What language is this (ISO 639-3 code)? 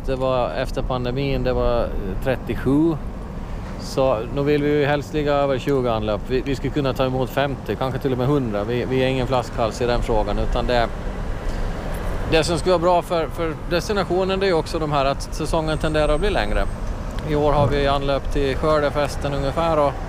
swe